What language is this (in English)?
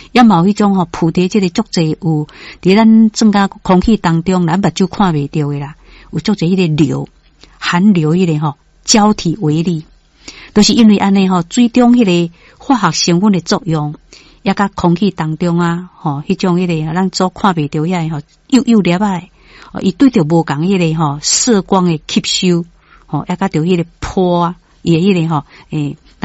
Min Nan Chinese